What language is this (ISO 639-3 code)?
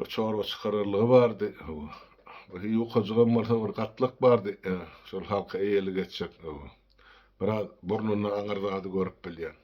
tuk